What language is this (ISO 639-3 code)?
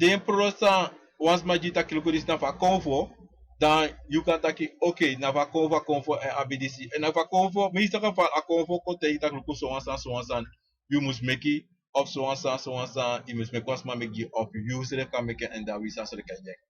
srn